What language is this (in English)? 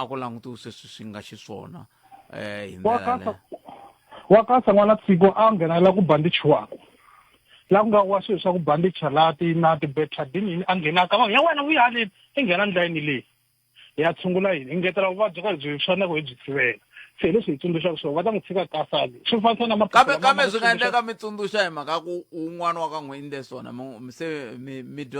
Tsonga